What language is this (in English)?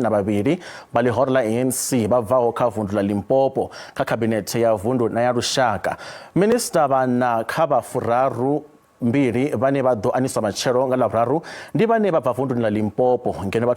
Venda